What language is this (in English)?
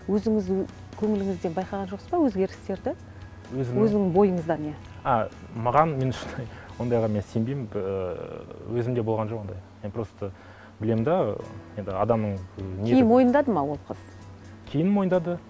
Kazakh